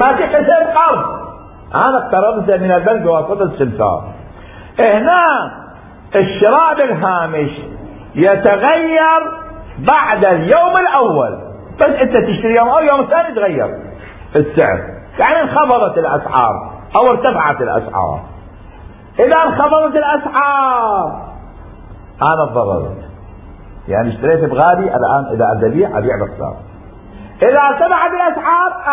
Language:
Mesopotamian Arabic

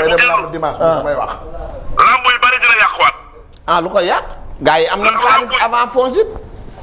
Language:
Wolof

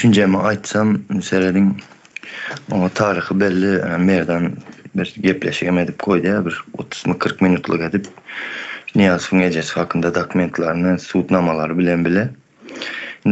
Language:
Turkmen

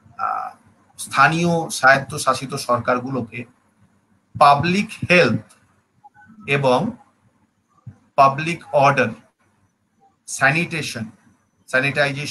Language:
Bangla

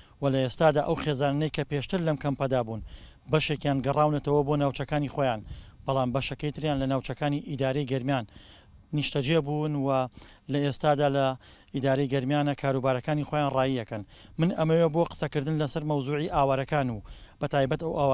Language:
Central Kurdish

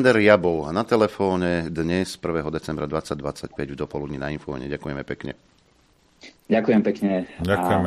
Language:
Slovak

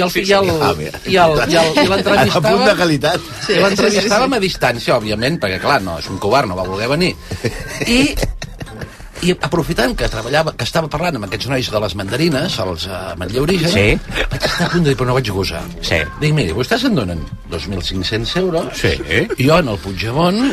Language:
Catalan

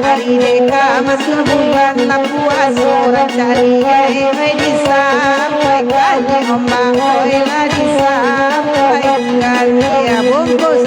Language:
Minangkabau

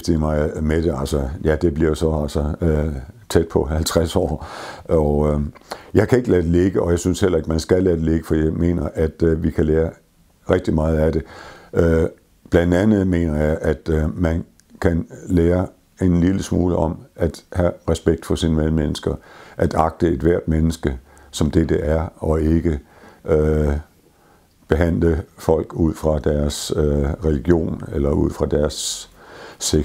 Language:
Danish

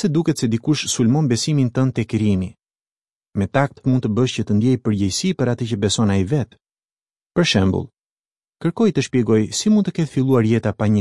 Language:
Albanian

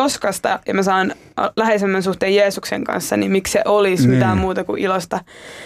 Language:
Finnish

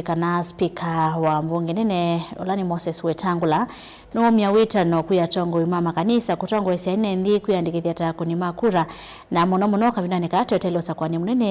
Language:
Kamba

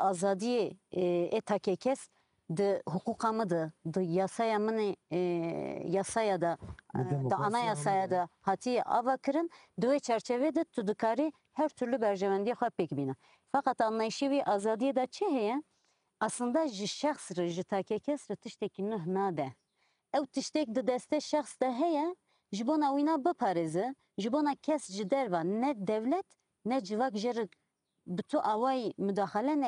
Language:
Kurdish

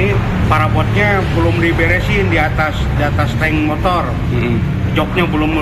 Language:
Indonesian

